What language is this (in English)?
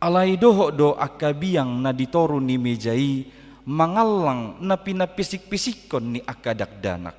Batak Toba